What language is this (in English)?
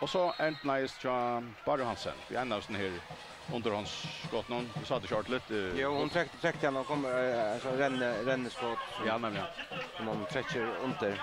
Faroese